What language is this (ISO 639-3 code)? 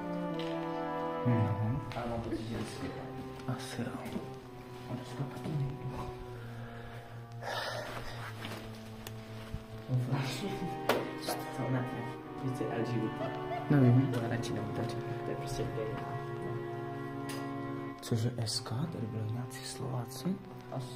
ces